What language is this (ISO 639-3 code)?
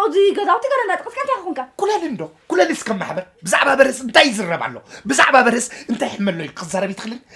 tir